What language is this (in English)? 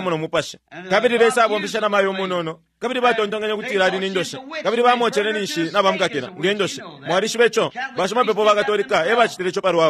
Bemba